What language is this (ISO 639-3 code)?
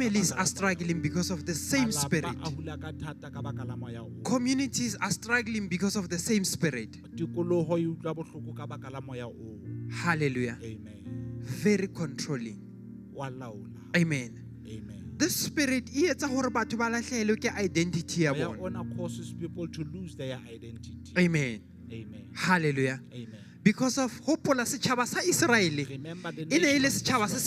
sot